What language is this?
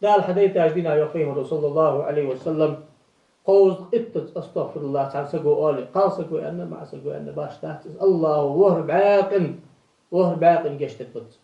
Ingush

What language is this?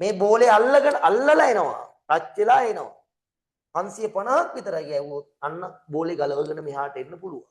Sinhala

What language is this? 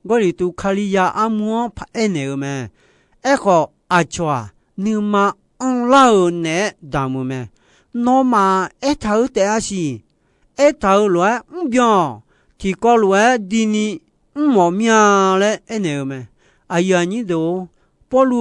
Akha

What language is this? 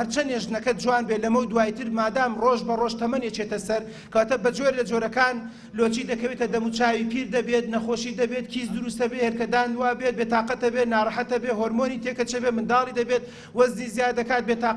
Central Kurdish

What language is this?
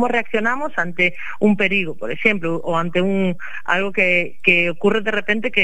Galician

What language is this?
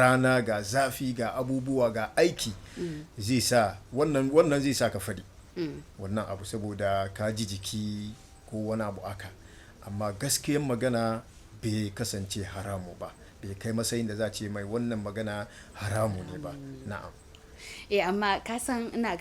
Hausa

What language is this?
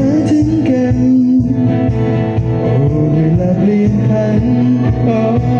Thai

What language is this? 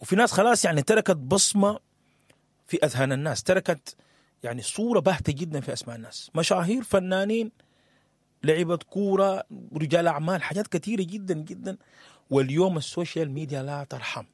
Sudanese Arabic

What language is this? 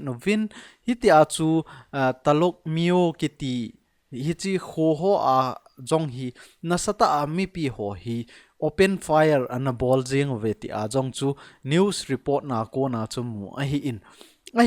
Thado Chin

